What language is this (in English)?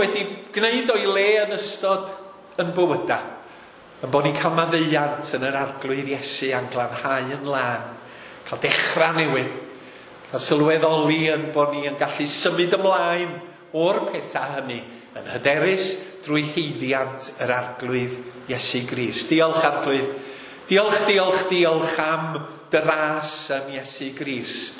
Welsh